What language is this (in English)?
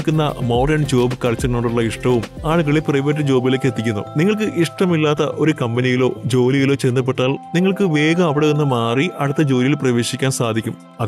Malayalam